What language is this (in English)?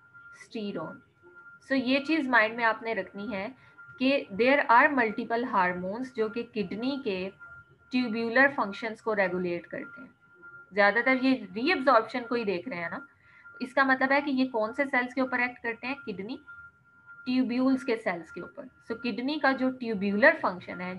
Hindi